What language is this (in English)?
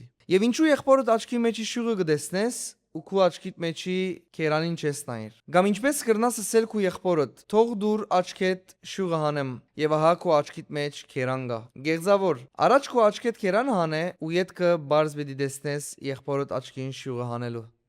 Western Armenian